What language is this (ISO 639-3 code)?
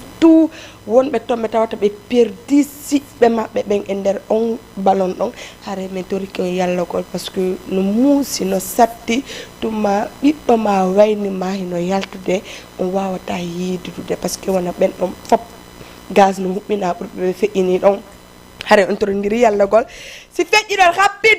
ful